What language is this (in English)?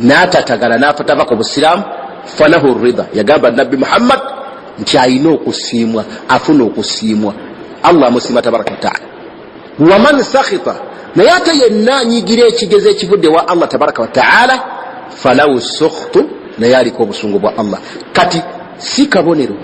Ganda